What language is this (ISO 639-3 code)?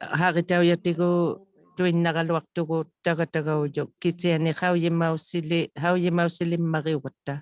iku